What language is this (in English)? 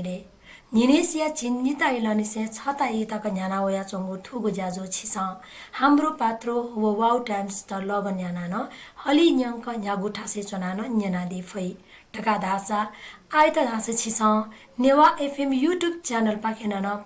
Newari